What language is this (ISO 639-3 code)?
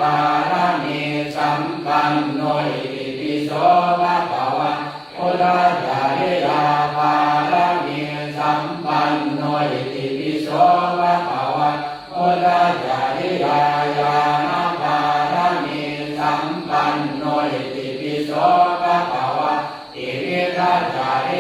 pli